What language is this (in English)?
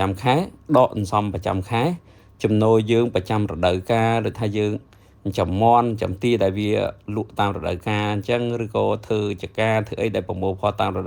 Khmer